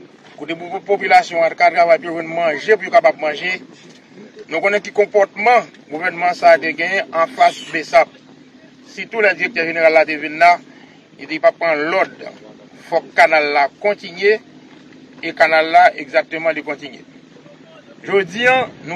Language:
Haitian Creole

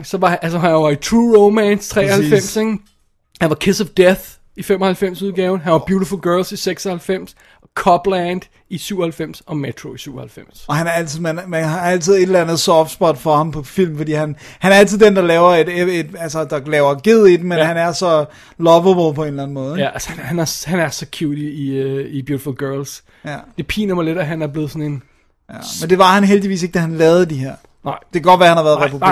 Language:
Danish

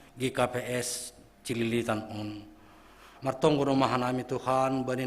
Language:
Batak Simalungun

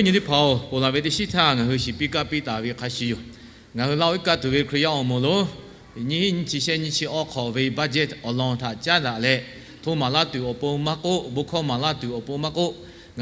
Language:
Lahu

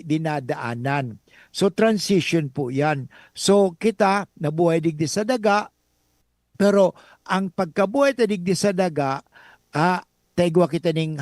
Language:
Bikol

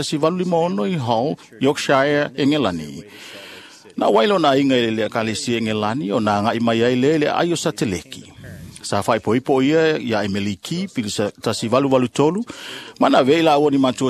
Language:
Samoan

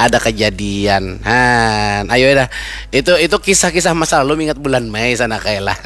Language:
Banjar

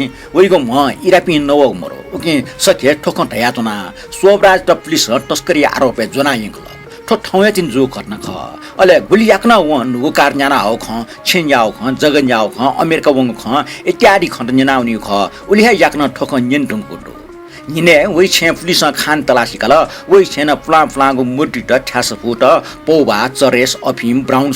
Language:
Newari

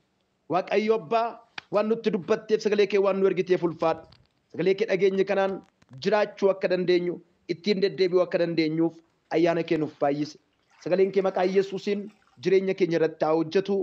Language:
Oromo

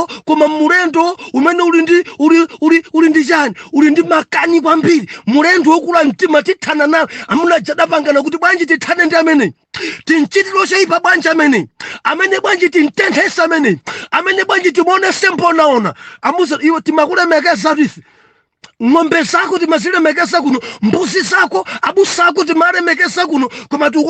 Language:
Nyanja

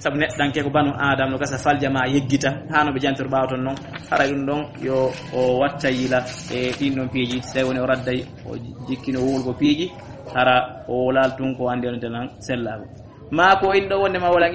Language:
Fula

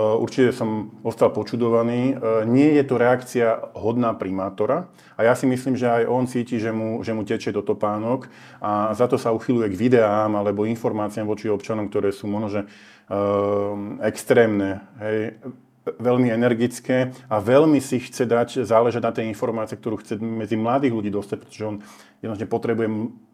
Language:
Slovak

